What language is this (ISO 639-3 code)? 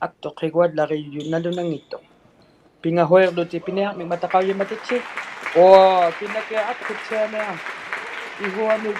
iku